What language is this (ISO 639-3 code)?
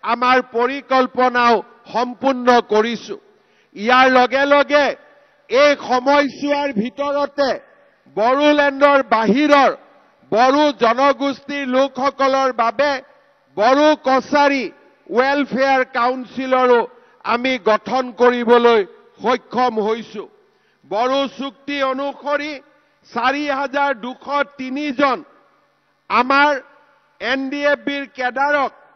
asm